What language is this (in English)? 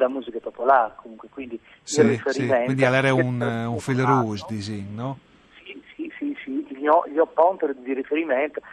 Friulian